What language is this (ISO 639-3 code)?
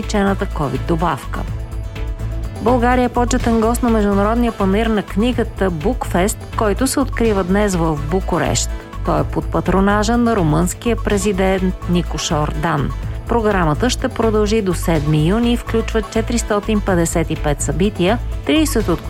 bul